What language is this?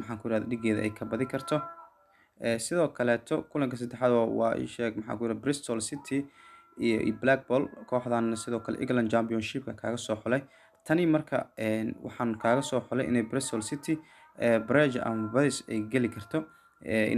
Somali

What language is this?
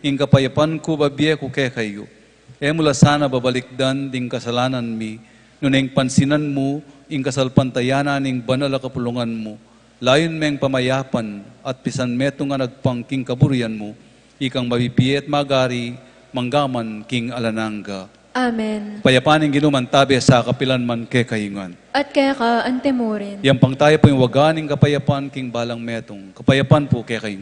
Pampanga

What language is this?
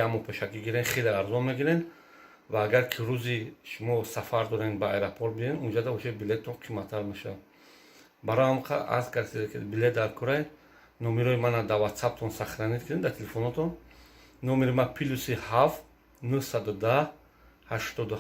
Tajik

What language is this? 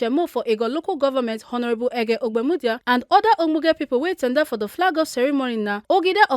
Nigerian Pidgin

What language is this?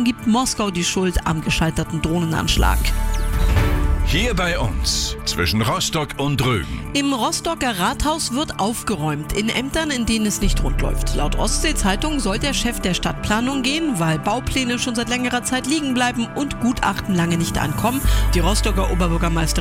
German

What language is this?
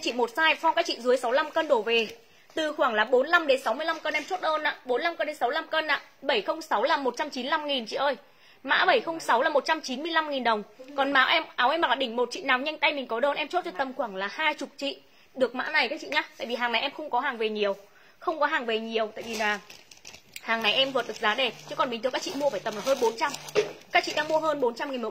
Vietnamese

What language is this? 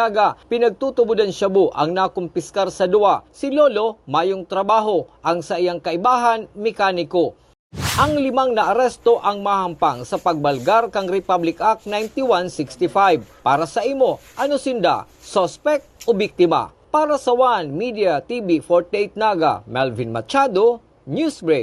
Bikol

